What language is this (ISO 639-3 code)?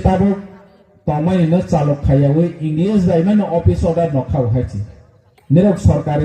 trp